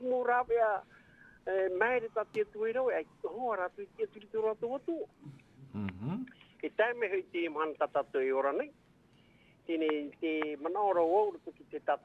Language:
Tahitian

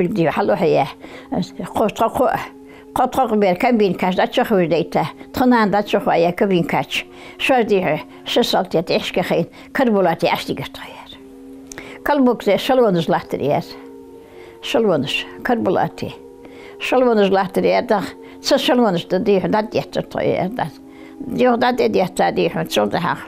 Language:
Ingush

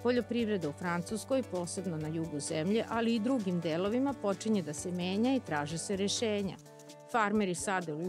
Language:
Serbian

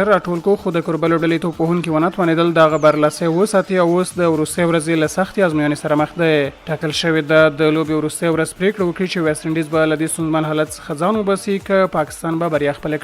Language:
Pashto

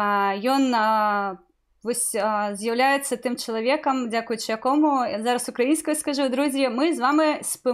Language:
Belarusian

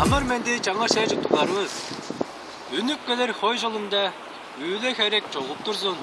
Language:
Tuvinian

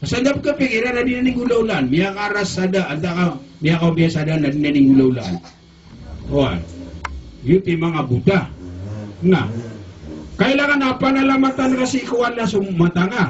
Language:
Maranao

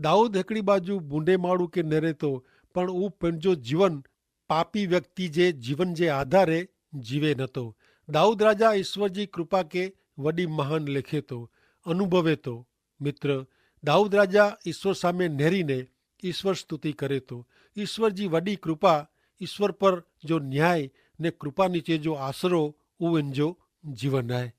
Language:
Kachhi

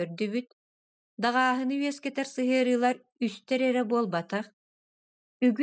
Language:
Yakut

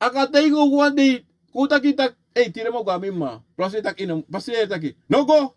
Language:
Sranan Tongo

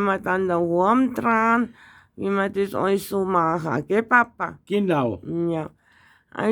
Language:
Bavarian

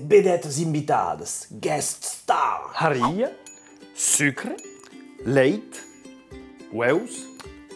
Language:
Occitan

